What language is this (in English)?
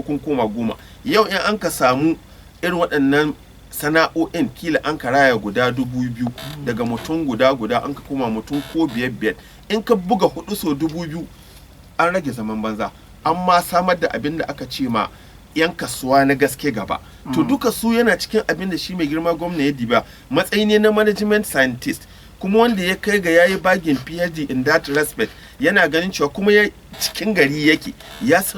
Hausa